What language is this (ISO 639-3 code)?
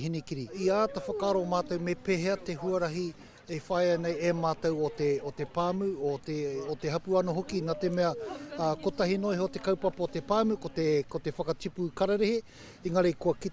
mri